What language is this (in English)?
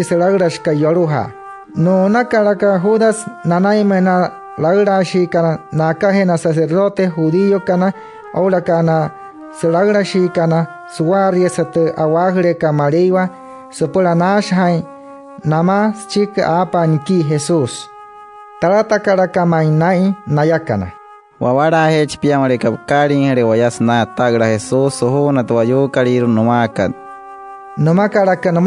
Wayuu